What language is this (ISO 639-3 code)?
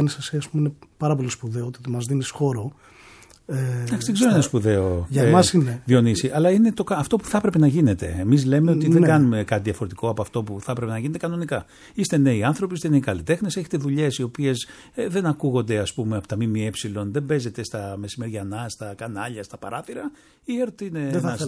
ell